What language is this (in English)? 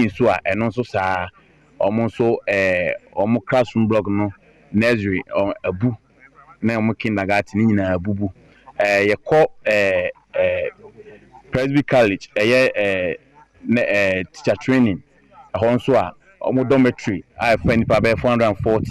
Akan